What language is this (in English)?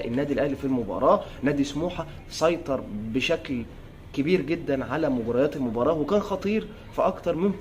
Egyptian Arabic